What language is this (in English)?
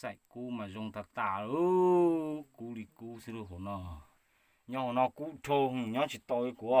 Hmong